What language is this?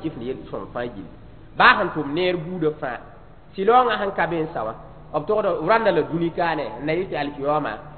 Mossi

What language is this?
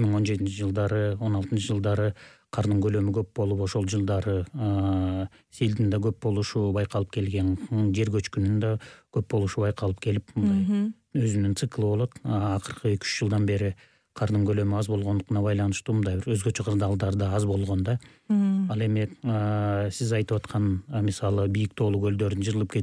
Kyrgyz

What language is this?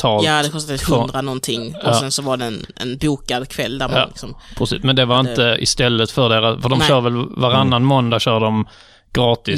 Swedish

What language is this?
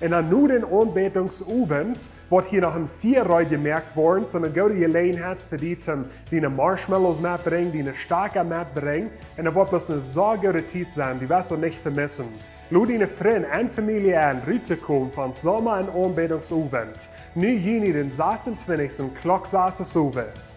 Plautdietsch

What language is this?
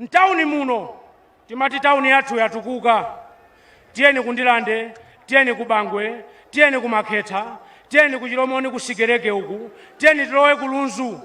Nyanja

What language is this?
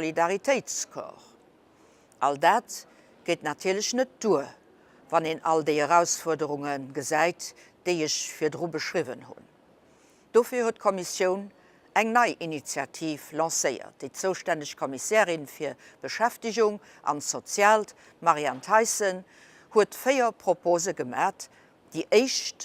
Luxembourgish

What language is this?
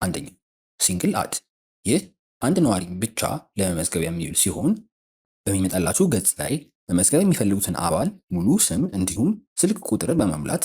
Amharic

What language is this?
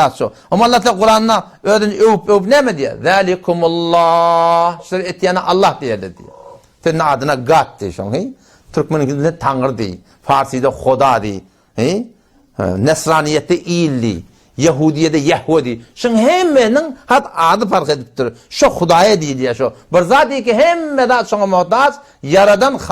Turkmen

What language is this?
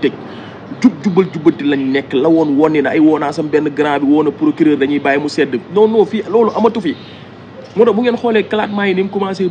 Wolof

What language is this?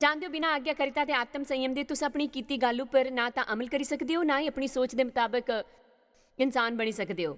Dogri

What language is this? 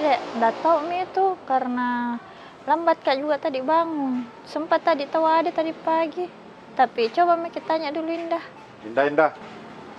Makassar Malay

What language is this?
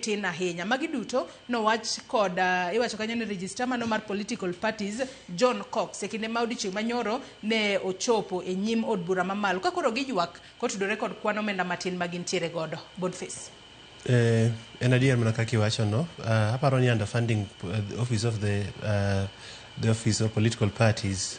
Luo (Kenya and Tanzania)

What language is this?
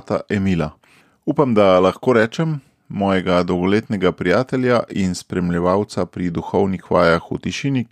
Slovenian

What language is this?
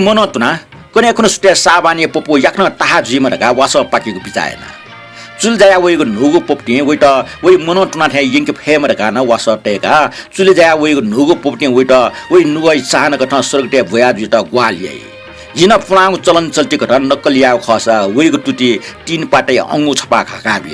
Newari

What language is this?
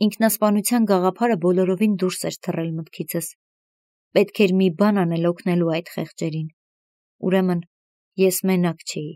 Armenian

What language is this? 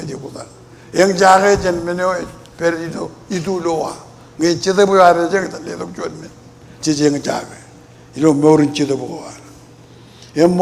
Marshallese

